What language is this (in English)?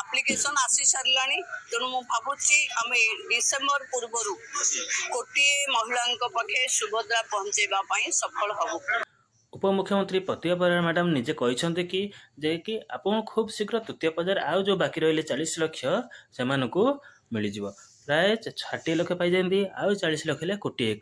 Odia